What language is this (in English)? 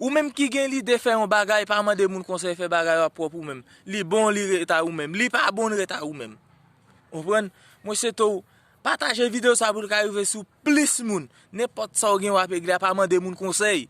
Haitian Creole